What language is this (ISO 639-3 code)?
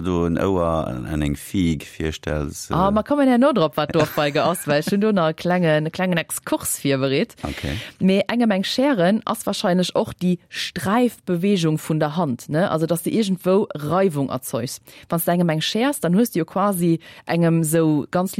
ltz